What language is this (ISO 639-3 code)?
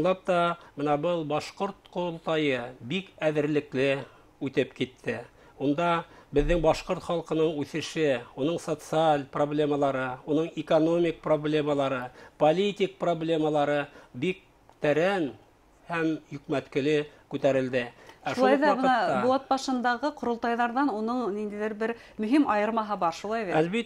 bak